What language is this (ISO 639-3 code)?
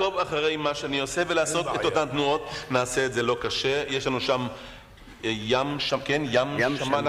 heb